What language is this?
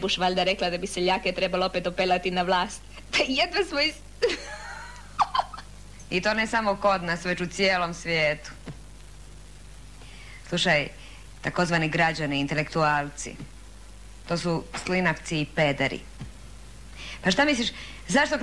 Croatian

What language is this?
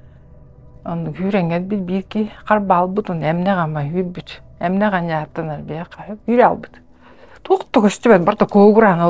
Yakut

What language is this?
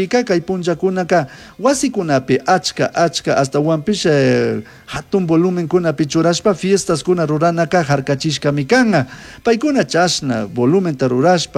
Chimborazo Highland Quichua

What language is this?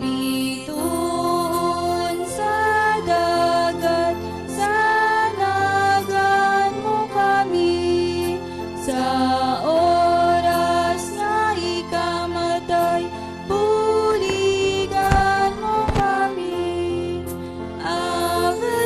Hiligaynon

